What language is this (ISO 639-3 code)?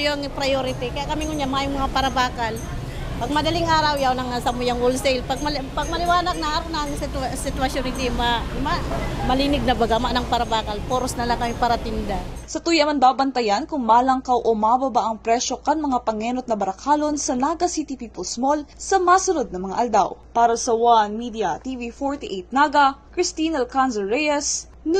bik